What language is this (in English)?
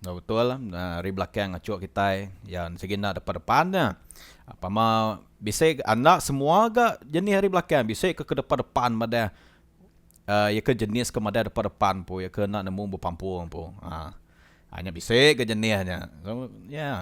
Iban